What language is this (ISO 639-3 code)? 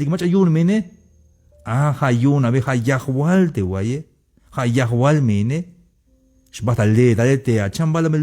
tzh